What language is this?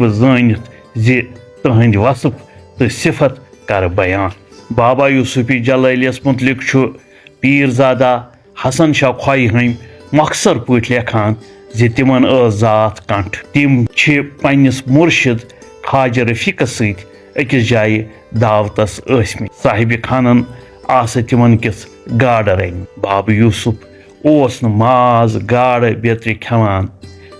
Kashmiri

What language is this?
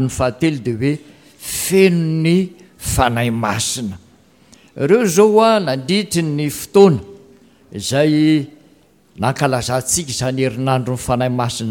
Malagasy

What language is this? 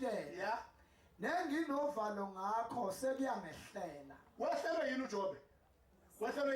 Zulu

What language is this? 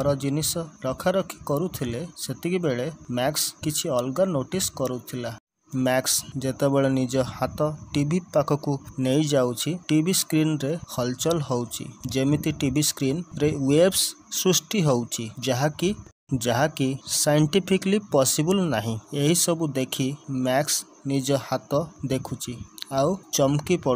Odia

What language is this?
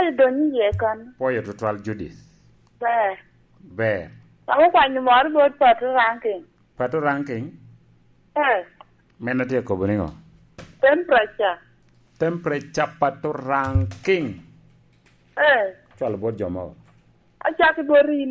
Lango (Uganda)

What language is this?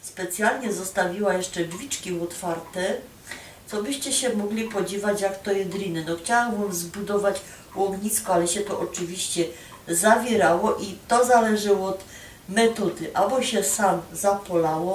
Silesian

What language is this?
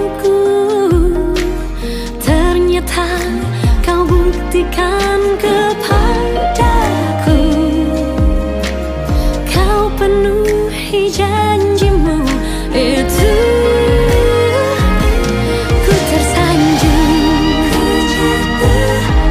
Indonesian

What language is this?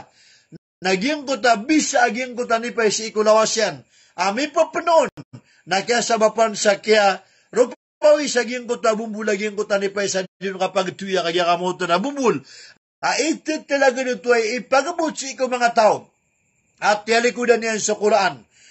Maranao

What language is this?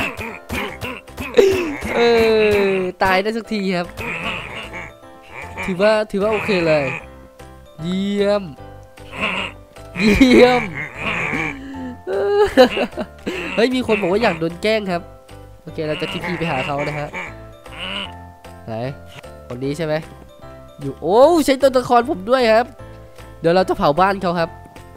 Thai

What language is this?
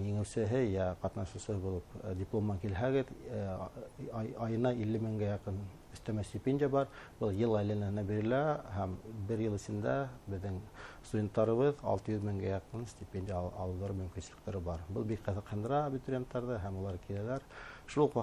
Bashkir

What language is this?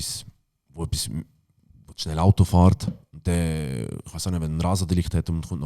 Swiss German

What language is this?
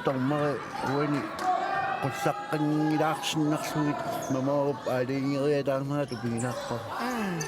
Kalaallisut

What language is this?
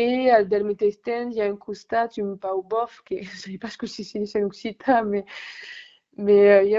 Occitan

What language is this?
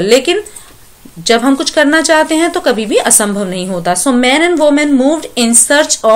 Hindi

